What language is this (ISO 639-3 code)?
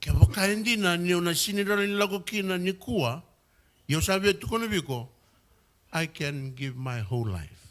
fij